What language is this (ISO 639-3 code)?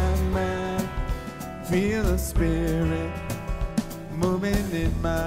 eng